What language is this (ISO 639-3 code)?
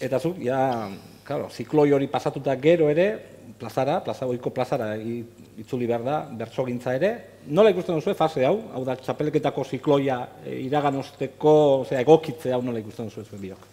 eus